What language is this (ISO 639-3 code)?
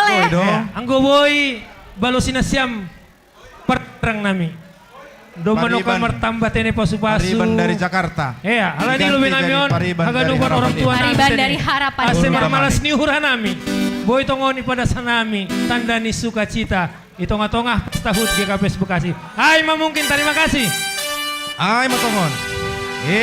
bts